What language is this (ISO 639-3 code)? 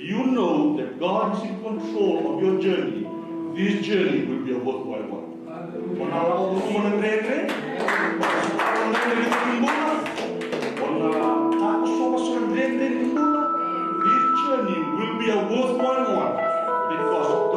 fij